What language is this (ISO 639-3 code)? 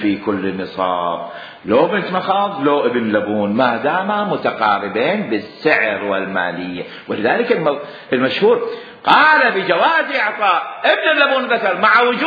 acm